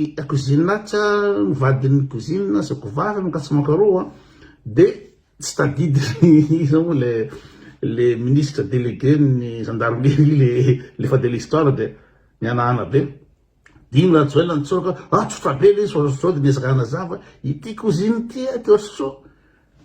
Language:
Malagasy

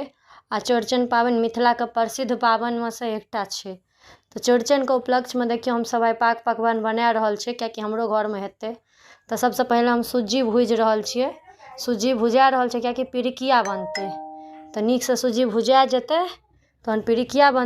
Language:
Maithili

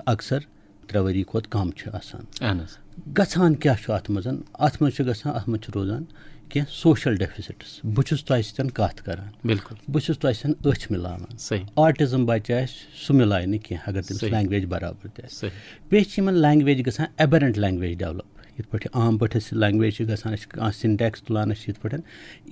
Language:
Kashmiri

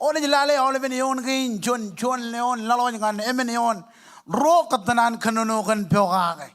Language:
Marshallese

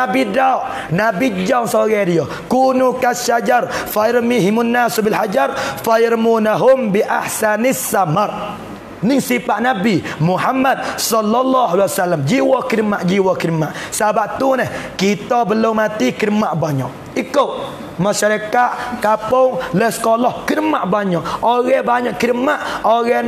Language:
Pattani Malay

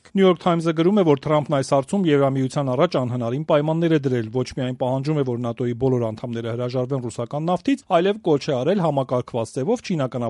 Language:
Armenian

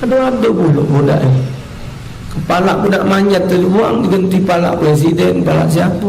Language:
Musi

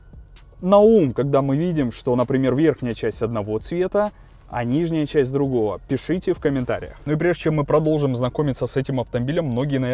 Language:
Russian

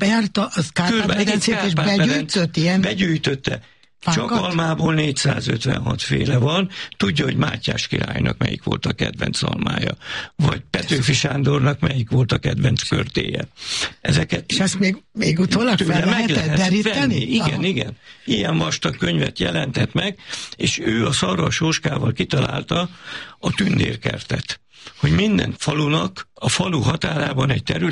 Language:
Hungarian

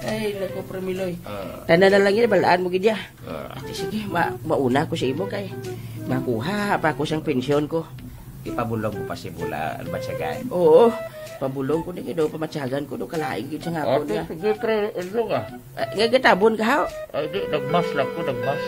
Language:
Hiligaynon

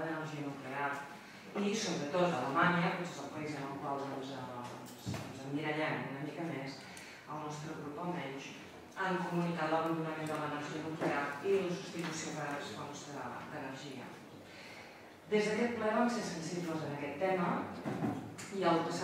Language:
Catalan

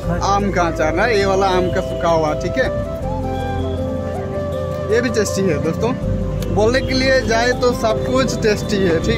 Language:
Hindi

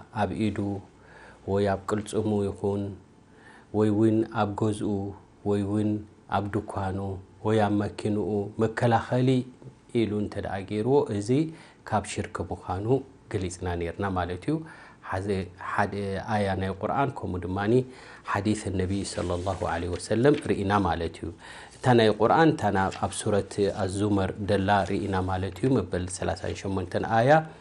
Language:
Tigrinya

